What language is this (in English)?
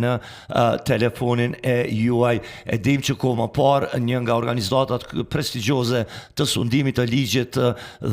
Albanian